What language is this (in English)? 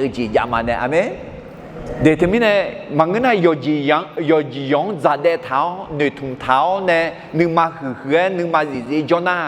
Akha